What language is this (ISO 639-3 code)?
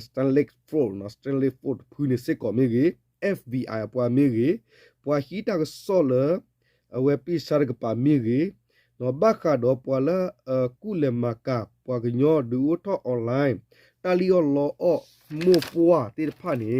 ksw